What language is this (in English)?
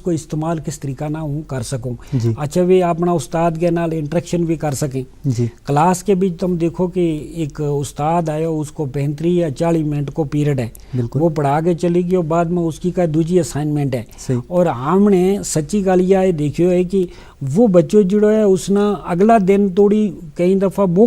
Gujari